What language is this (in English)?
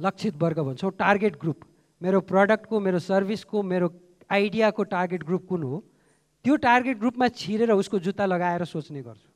Nepali